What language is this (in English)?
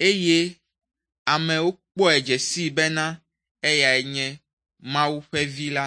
Ewe